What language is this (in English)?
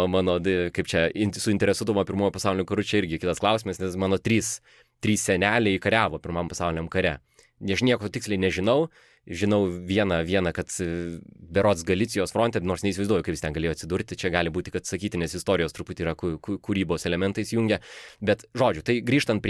Lithuanian